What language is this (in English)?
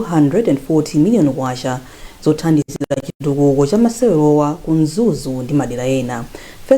Nyanja